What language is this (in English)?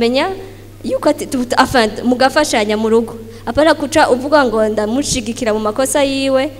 Rundi